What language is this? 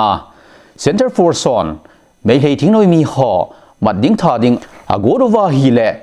Thado Chin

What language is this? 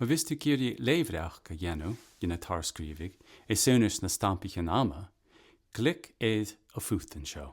Scottish Gaelic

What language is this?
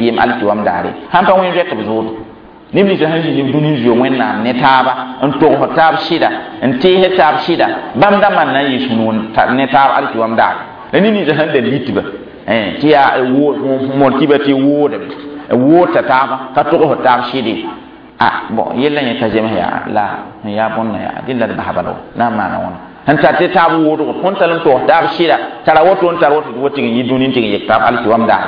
Mossi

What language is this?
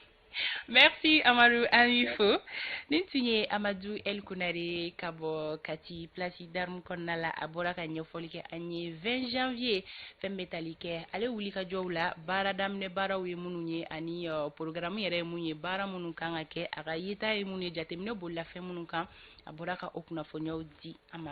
Bambara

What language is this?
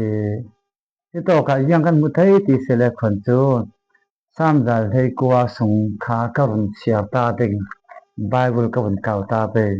Falam Chin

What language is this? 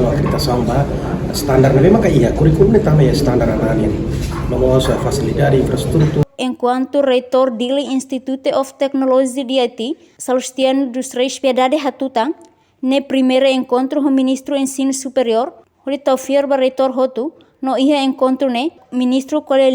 Tetum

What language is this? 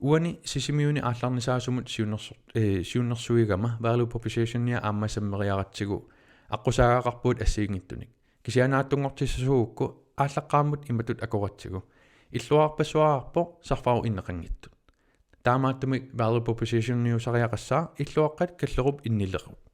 Kalaallisut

